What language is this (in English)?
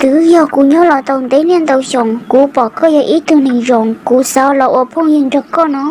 Hmong